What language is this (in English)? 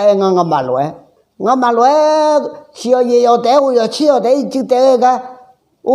Akha